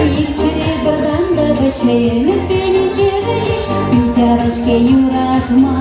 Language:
Chuvash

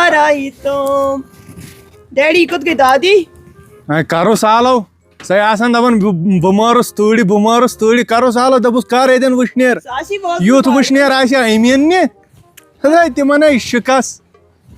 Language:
Kashmiri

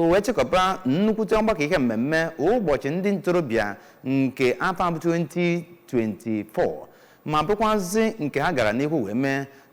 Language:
Igbo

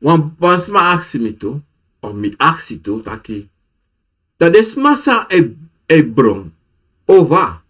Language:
Sranan Tongo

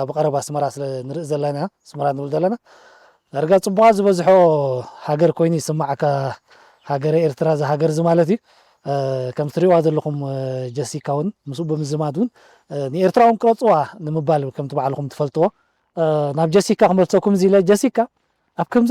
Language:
Tigrinya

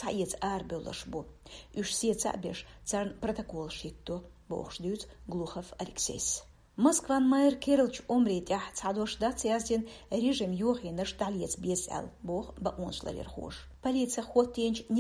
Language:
Chechen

